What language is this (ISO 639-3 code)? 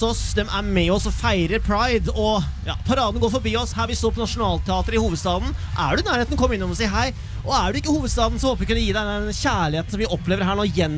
nor